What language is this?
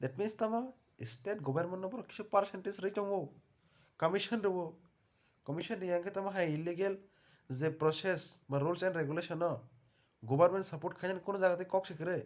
Kok Borok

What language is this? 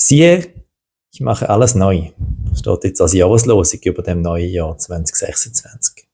Swiss German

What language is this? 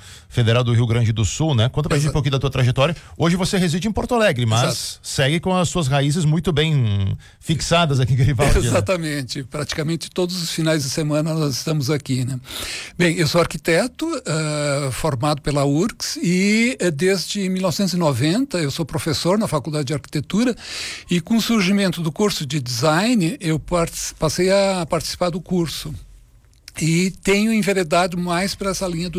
Portuguese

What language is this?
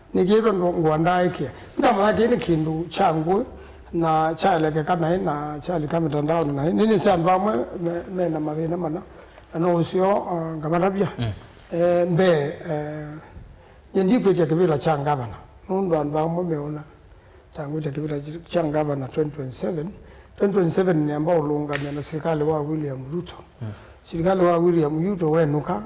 Kamba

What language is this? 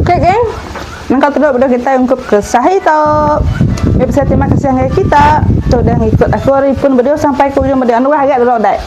Iban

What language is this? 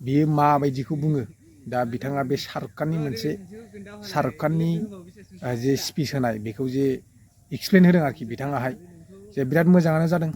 Bodo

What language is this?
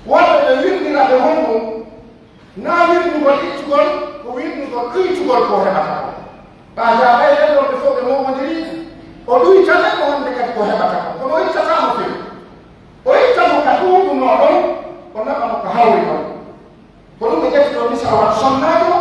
Pular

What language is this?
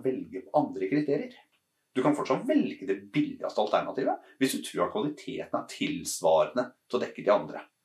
Norwegian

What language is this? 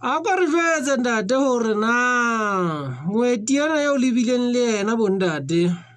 Southern Sotho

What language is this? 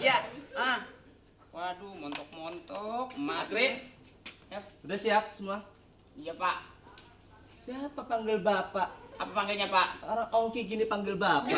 Betawi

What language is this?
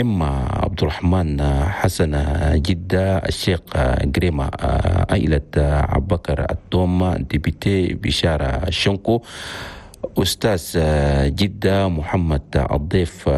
Chadian Arabic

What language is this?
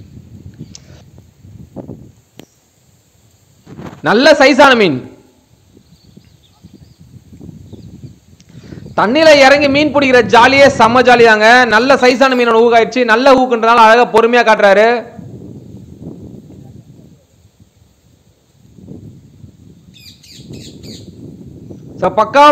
Tamil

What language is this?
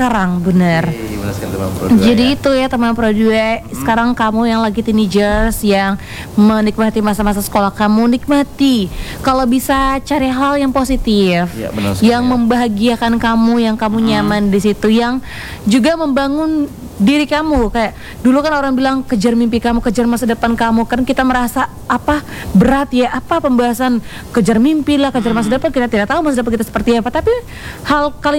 Indonesian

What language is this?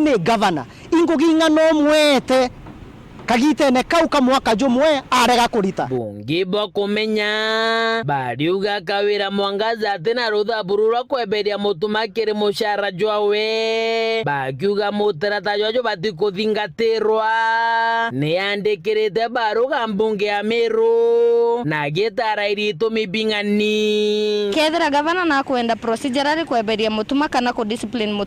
Meru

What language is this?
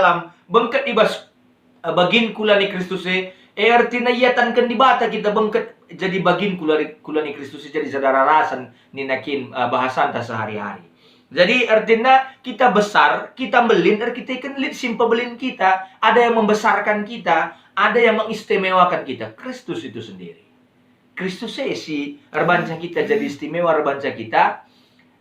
Batak Karo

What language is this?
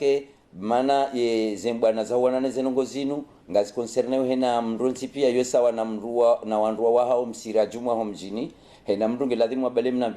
Ngazidja Comorian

